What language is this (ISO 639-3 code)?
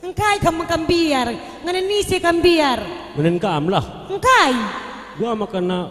btx